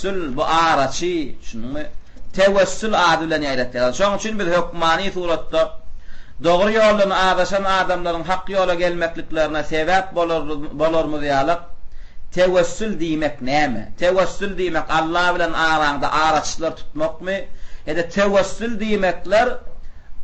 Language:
Turkmen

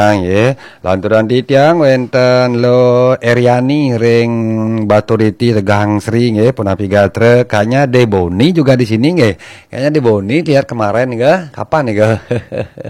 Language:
Balinese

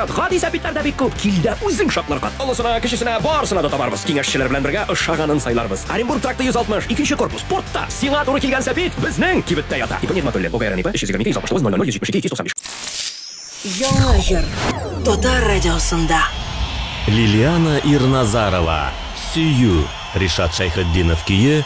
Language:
Tatar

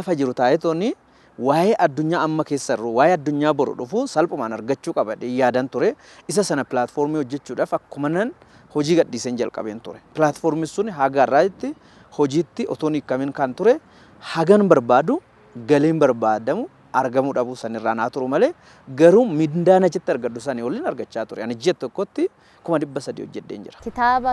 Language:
Oromo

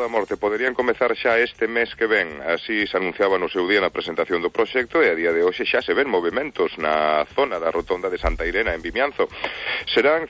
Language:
Galician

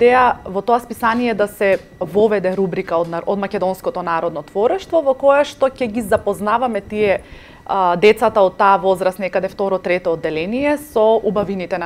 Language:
Macedonian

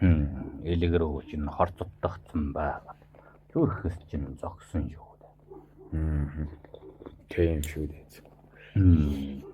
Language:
Mongolian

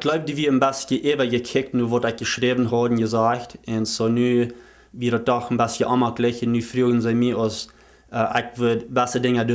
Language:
Plautdietsch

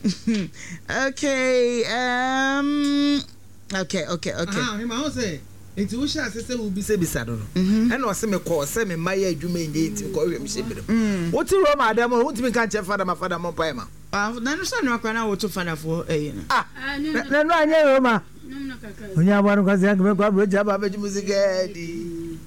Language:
Akan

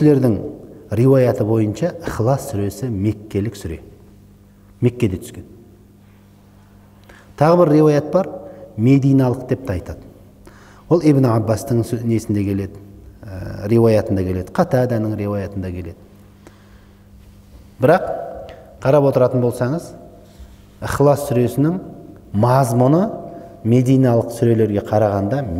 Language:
Kazakh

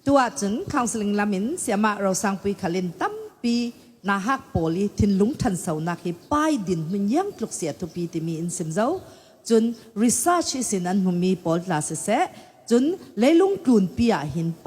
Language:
Falam Chin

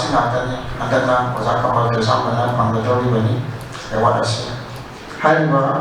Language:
Manipuri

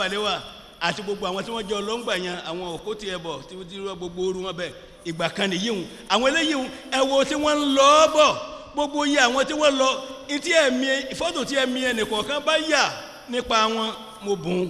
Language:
Yoruba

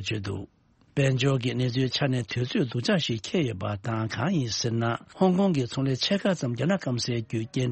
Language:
Tibetan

